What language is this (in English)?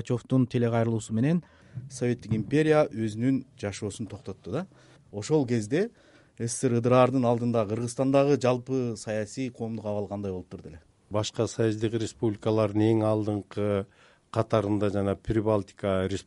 Kyrgyz